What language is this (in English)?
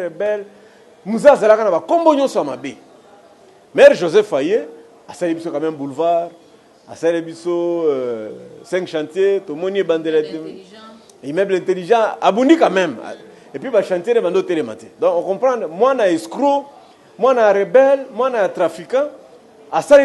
Lingala